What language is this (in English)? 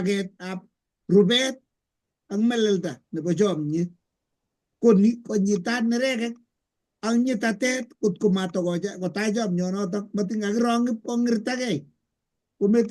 Kalenjin